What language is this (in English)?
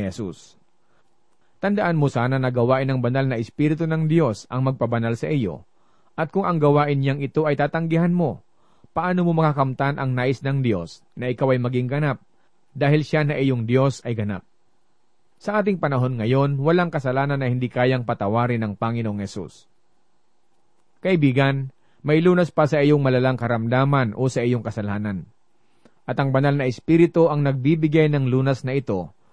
Filipino